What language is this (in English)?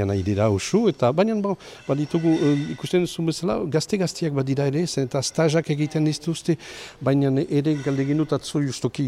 Basque